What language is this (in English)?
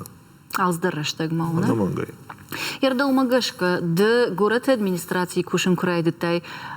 Ossetic